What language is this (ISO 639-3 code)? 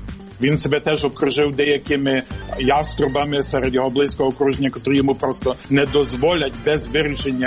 ukr